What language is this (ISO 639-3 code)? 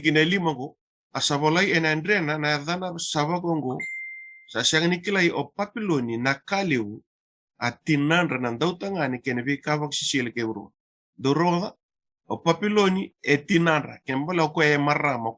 fij